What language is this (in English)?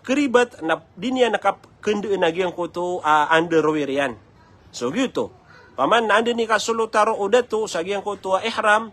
Maranao